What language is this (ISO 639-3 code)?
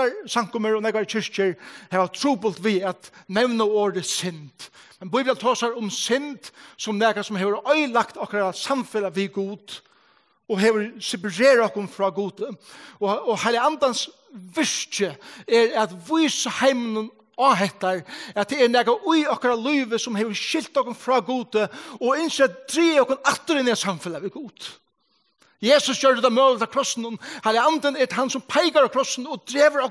fao